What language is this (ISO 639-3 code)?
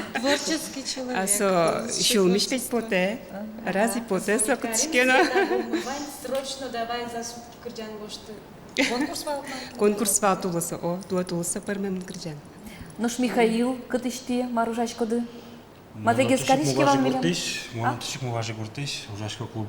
udm